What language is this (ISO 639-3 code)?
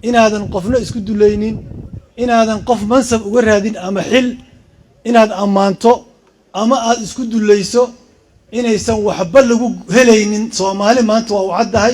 som